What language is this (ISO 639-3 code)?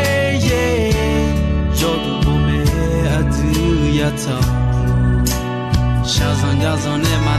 ahk